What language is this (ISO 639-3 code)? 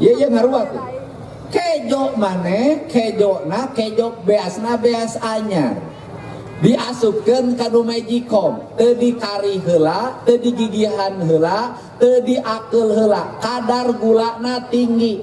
sun